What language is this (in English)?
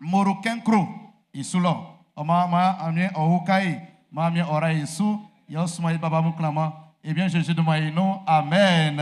Baoulé